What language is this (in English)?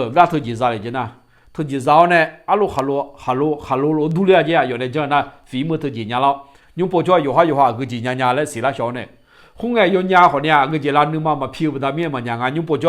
Akha